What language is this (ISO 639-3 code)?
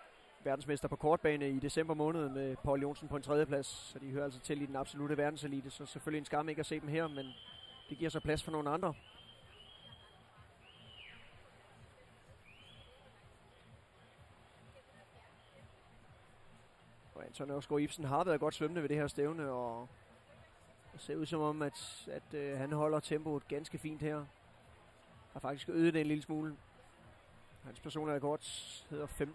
dan